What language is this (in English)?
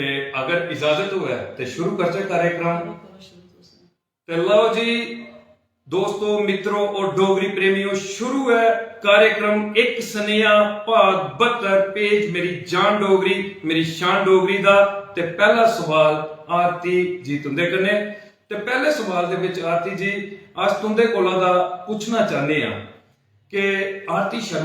Dogri